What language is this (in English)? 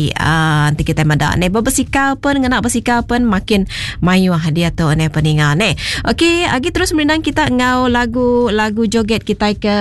Iban